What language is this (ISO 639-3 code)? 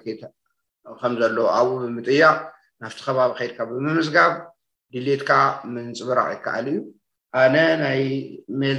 tir